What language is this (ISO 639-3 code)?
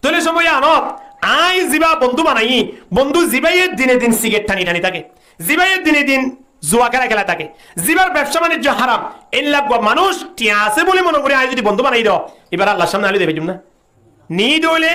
rhg